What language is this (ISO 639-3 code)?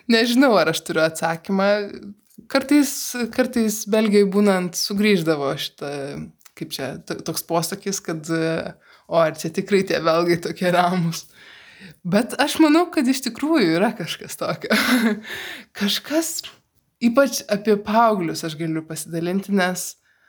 lit